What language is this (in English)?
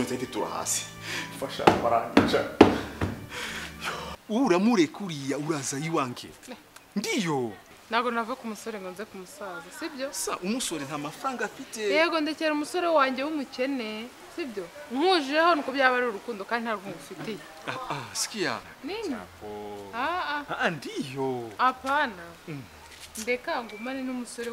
Kinyarwanda